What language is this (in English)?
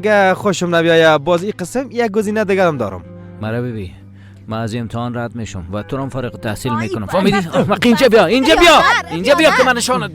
Persian